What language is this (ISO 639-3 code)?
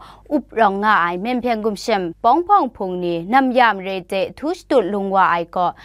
kac